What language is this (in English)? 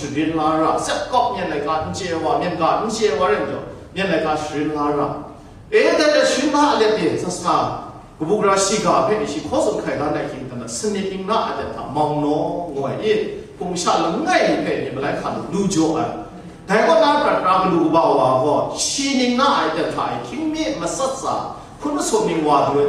Kachin